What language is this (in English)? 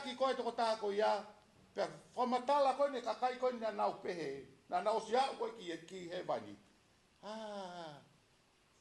Tongan